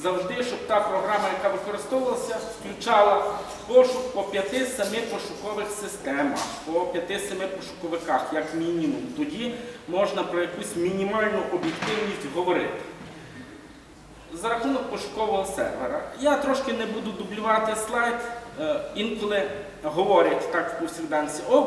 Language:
Ukrainian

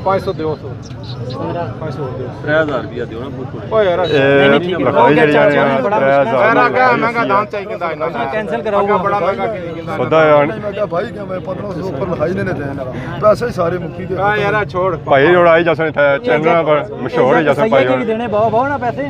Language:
Pahari-Potwari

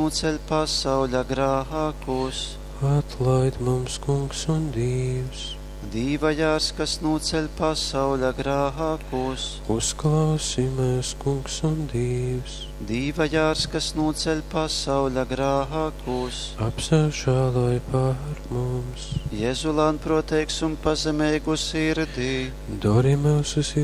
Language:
Latgalian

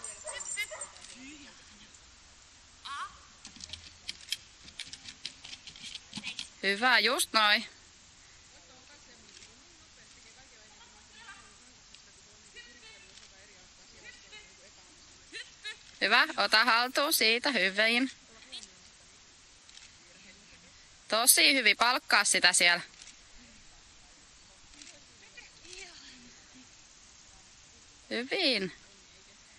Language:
Finnish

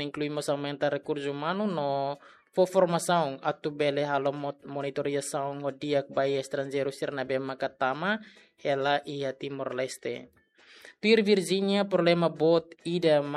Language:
Tetum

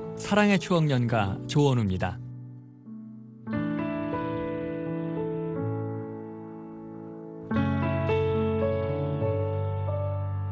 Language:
Korean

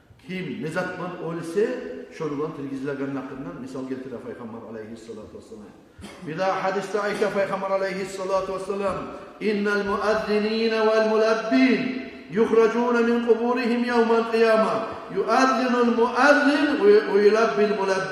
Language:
Kumyk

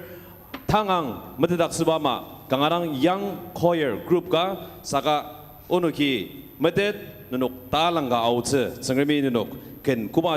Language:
Ao Naga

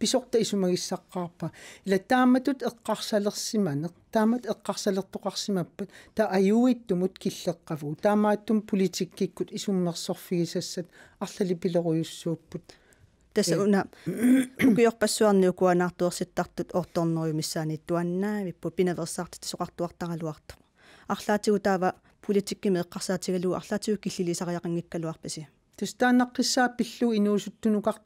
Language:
Kalaallisut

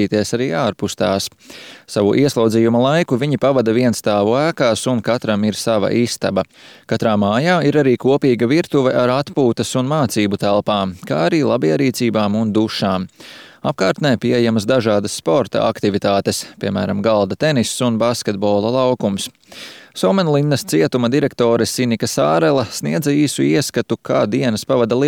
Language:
Latvian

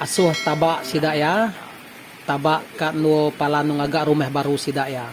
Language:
Iban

